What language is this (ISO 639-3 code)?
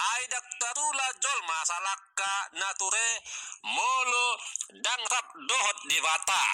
bbc